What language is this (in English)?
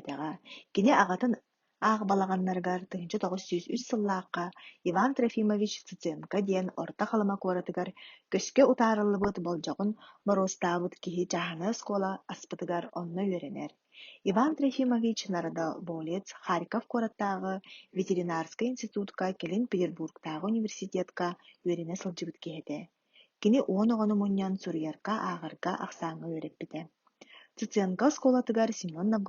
Yakut